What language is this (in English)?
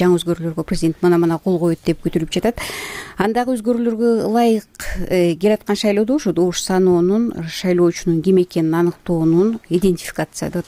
Kyrgyz